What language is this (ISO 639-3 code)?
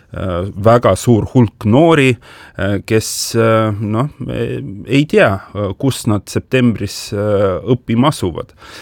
est